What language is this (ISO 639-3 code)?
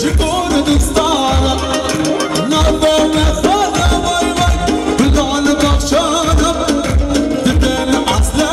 kur